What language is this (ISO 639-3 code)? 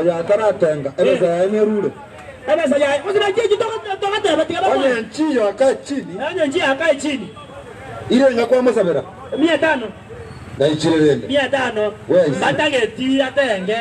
guz